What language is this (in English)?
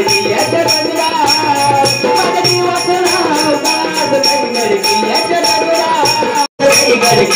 Marathi